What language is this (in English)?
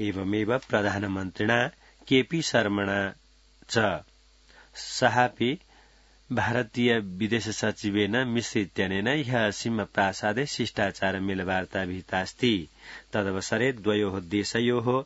Sanskrit